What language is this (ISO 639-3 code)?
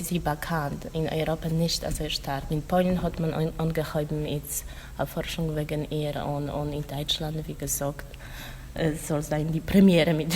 yid